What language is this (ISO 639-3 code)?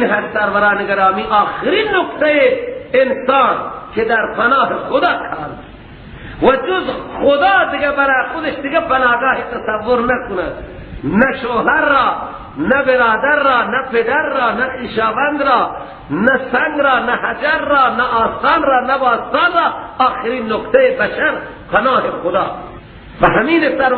fas